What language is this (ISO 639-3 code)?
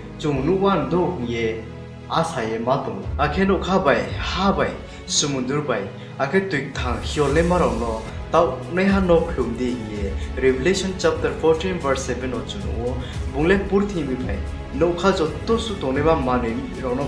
ria